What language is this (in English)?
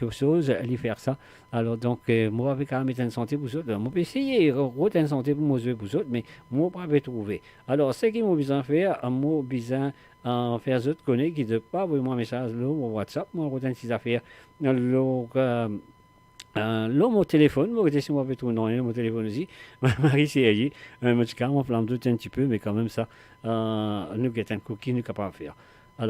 Morisyen